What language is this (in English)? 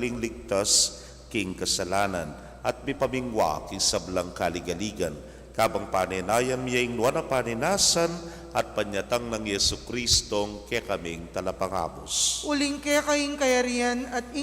Pampanga